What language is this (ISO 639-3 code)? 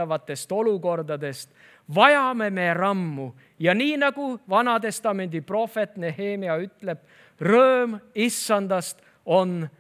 est